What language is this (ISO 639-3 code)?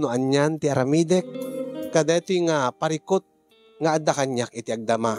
ilo